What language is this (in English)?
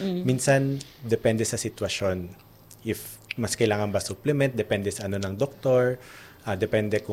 Filipino